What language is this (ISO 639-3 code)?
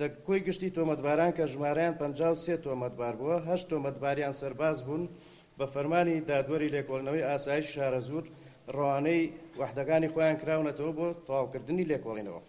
ckb